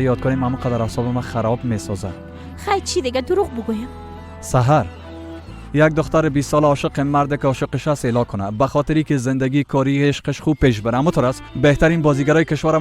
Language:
Persian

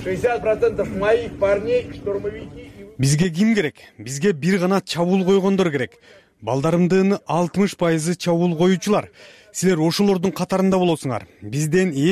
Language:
Kyrgyz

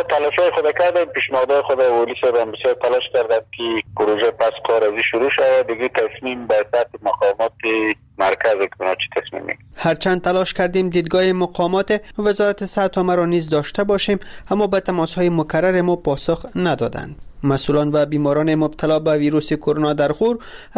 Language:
Persian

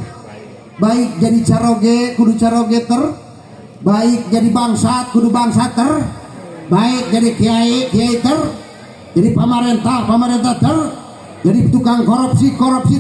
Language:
Sundanese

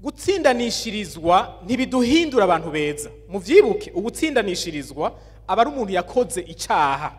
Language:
Rundi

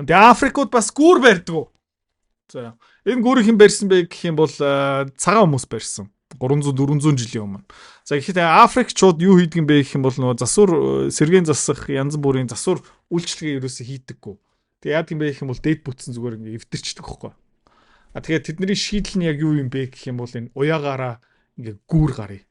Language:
Mongolian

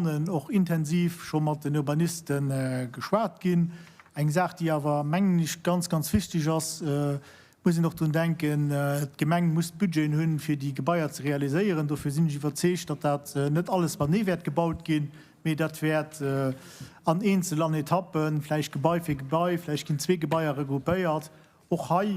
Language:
Luxembourgish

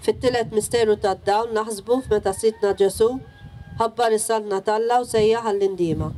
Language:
Maltese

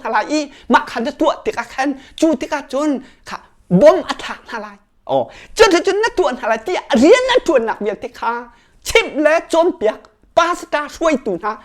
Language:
Hakha Chin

